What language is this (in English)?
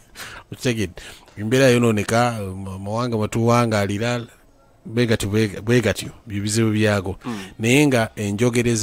Ganda